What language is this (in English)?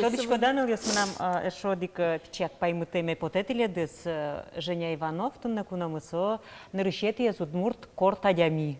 Udmurt